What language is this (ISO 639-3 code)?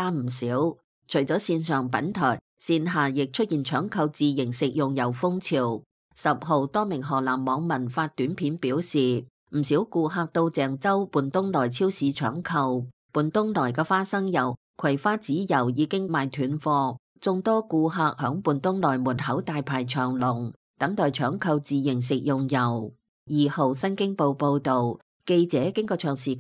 yue